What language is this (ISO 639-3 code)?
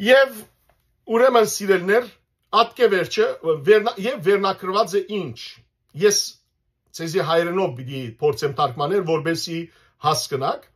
hyw